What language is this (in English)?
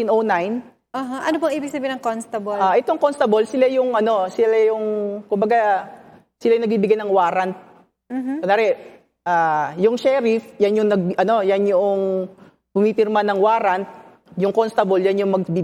Filipino